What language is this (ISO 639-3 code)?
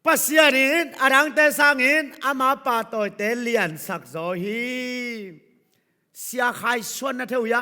ctd